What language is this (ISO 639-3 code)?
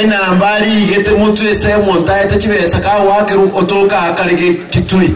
guz